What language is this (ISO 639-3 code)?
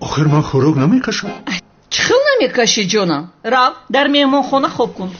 tgk